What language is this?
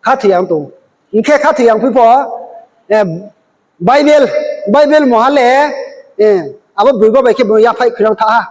Riang (India)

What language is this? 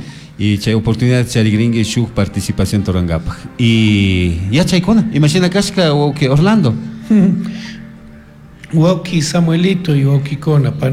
Chimborazo Highland Quichua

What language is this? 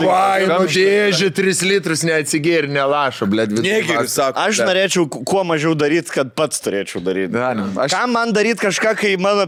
Lithuanian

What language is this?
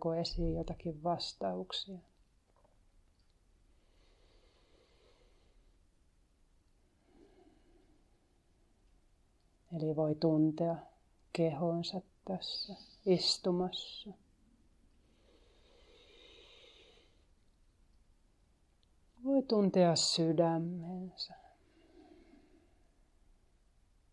Finnish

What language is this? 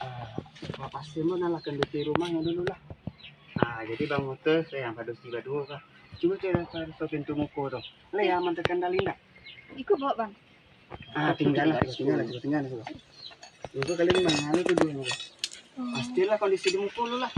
Minangkabau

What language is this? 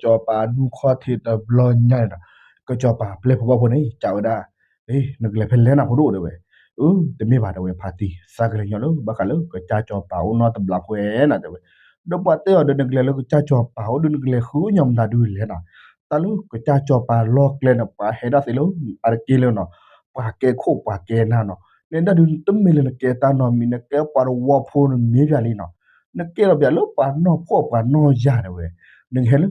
S'gaw Karen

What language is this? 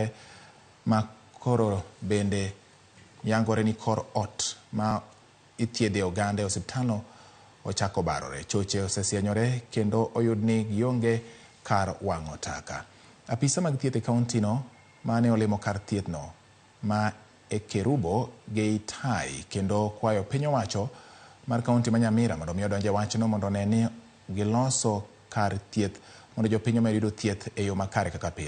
Luo (Kenya and Tanzania)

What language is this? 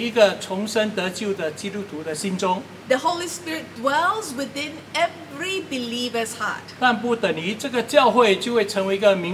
Chinese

